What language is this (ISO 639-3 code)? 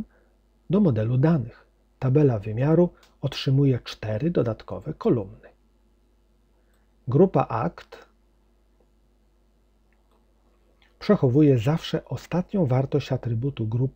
pol